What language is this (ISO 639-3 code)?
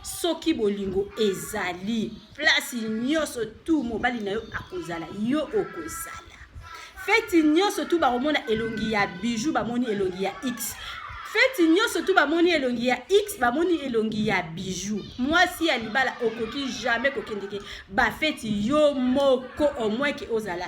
lin